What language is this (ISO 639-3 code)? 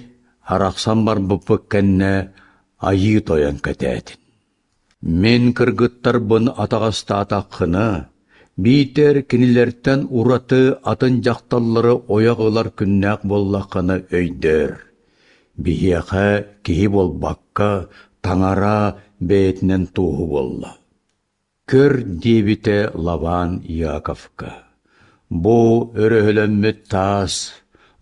sah